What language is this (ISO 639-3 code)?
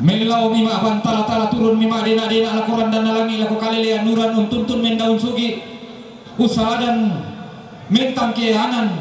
sda